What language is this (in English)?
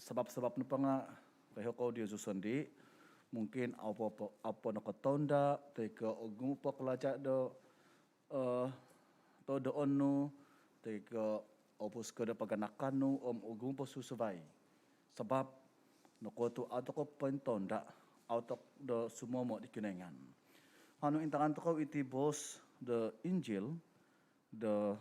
Central Dusun